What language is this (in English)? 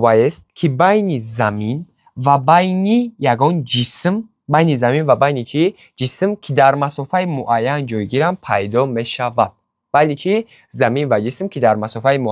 Tajik